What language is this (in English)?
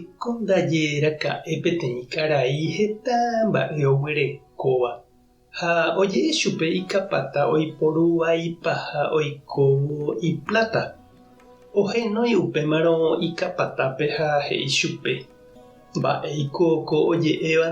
Guarani